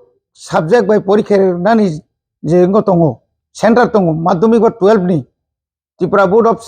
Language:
Kok Borok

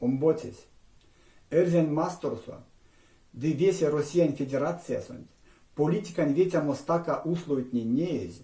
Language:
Erzya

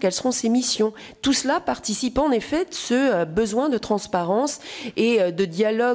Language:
French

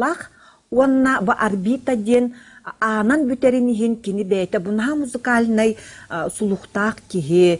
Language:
Yakut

